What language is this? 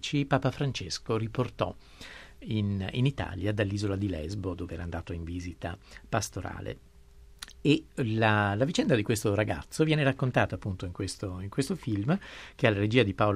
Italian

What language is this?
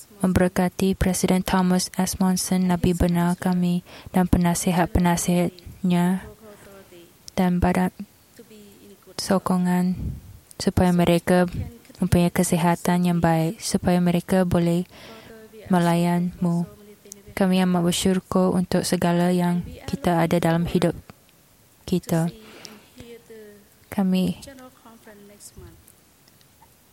Malay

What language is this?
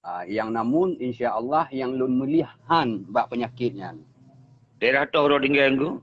Achinese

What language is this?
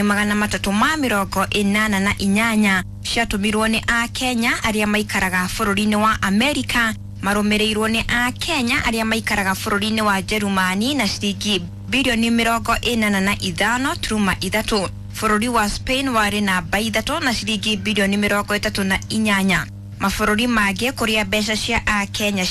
Kikuyu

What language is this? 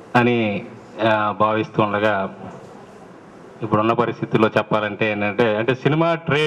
Telugu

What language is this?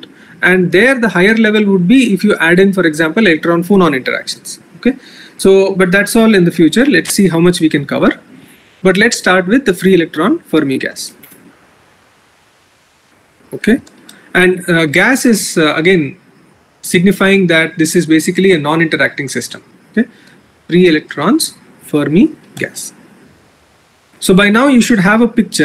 English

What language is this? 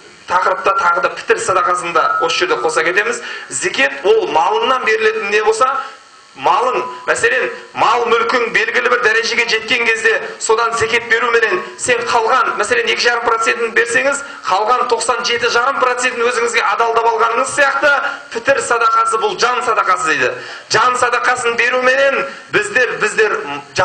Kazakh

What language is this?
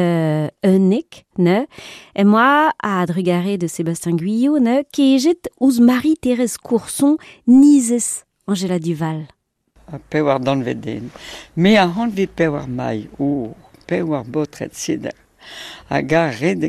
Breton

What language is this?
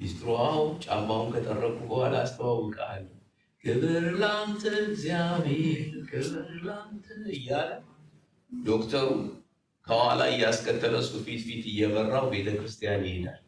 Amharic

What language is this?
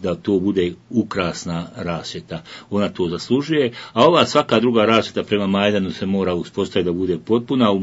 Bosnian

